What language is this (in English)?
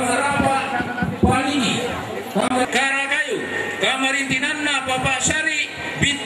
Toraja-Sa'dan